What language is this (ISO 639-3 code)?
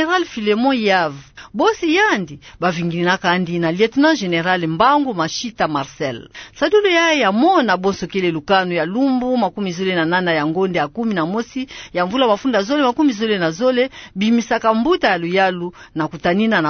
ktu